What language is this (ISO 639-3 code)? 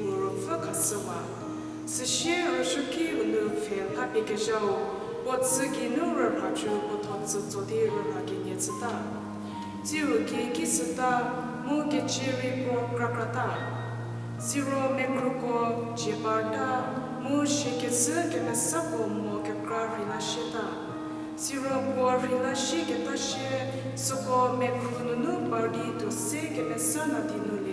njm